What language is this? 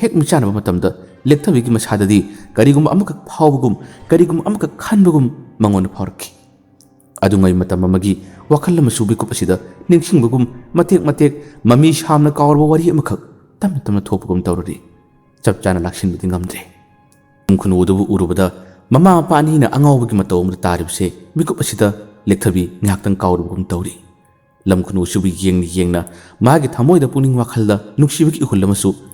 Manipuri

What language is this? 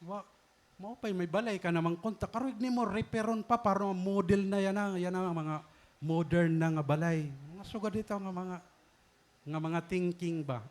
Waray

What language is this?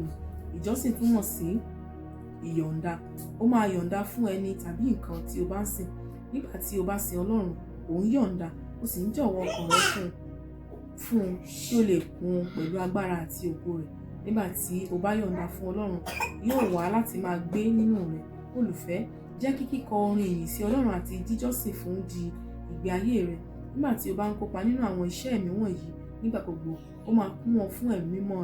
Yoruba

